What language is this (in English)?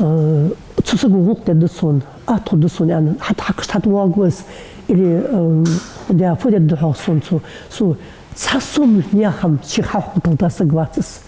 Ingush